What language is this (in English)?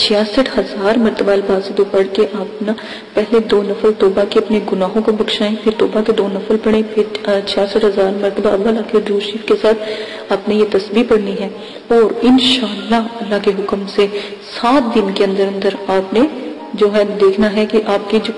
Urdu